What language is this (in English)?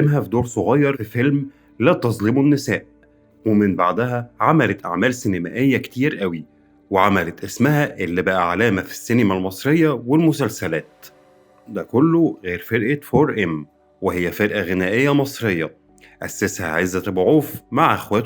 Egyptian Arabic